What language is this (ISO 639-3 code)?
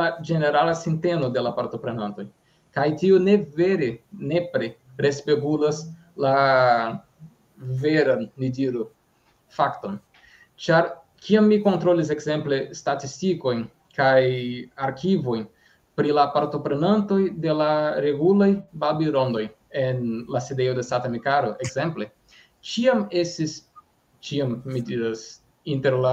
epo